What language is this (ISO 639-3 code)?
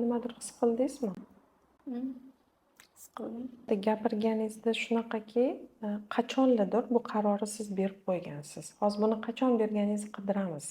uzb